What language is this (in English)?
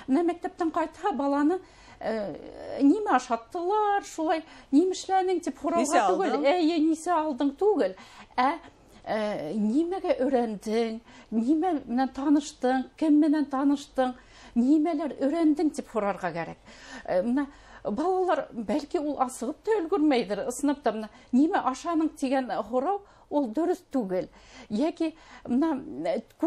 Bashkir